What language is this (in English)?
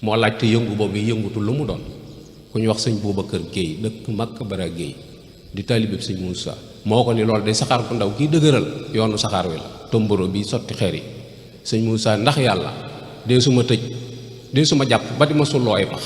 Wolof